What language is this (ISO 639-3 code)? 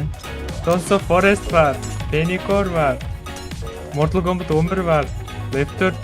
kaa